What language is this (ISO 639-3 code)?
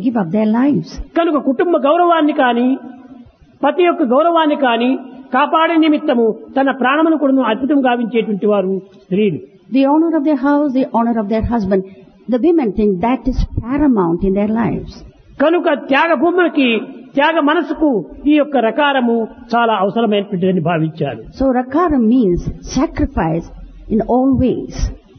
tel